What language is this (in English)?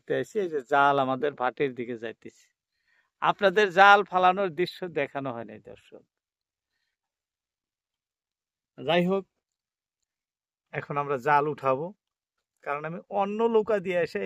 Bangla